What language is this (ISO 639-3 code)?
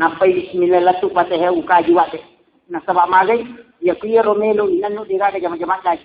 bug